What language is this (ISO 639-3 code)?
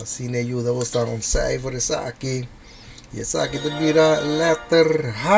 pap